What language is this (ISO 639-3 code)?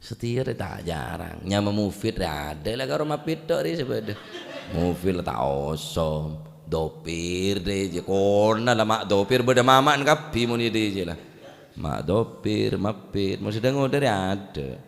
mad